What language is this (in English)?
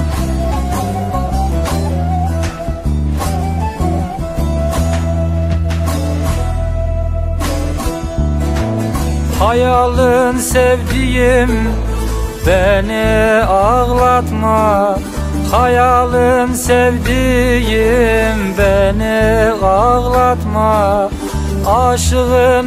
Turkish